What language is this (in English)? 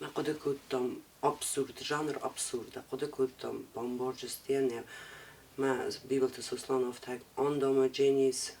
Ossetic